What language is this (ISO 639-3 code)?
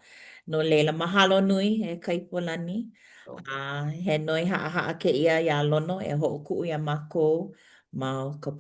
haw